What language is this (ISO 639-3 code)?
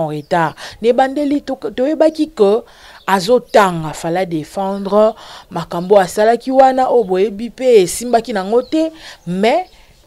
lin